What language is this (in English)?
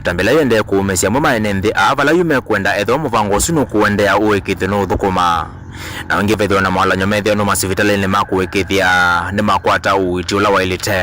Kamba